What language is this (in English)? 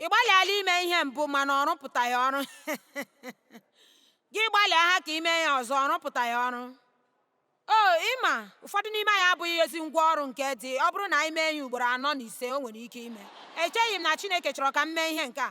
Igbo